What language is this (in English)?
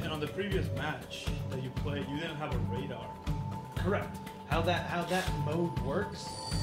English